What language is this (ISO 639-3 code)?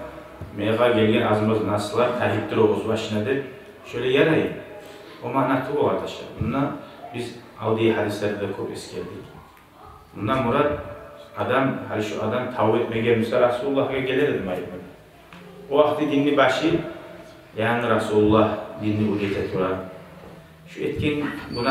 kum